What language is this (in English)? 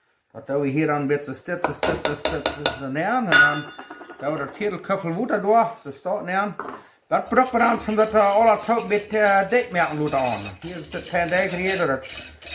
Plautdietsch